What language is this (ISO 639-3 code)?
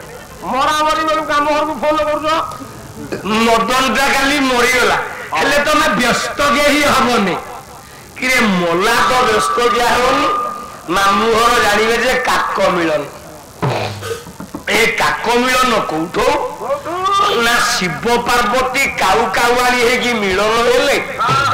ori